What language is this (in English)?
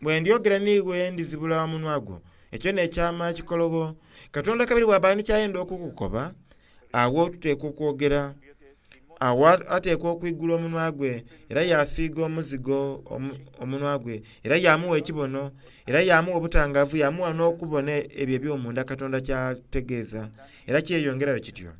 Soga